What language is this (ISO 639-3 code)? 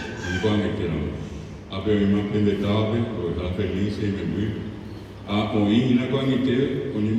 grn